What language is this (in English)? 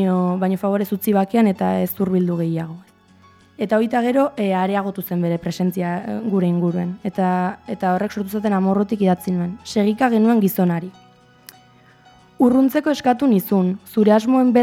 Basque